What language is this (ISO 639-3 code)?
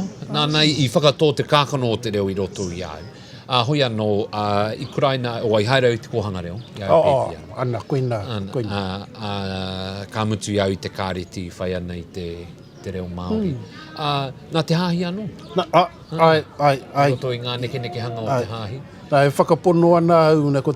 mri